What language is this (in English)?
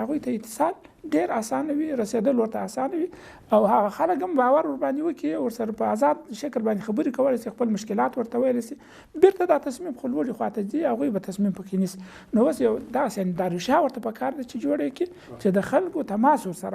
Pashto